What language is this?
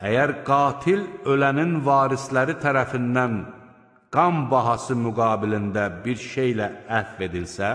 Azerbaijani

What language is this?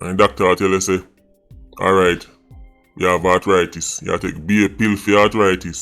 Jamaican Creole English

